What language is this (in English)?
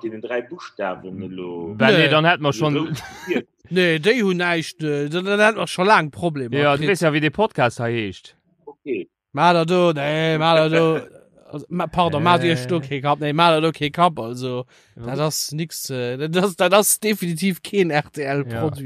Luxembourgish